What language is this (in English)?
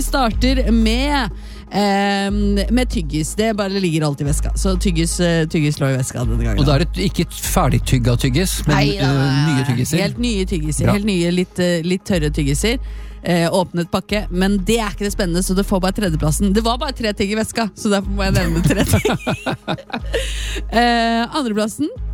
Norwegian